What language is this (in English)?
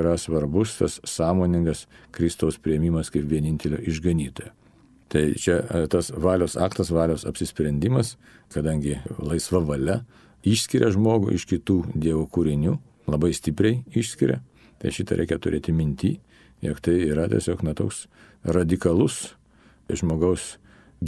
Lithuanian